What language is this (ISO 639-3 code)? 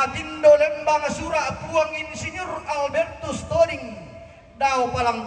sda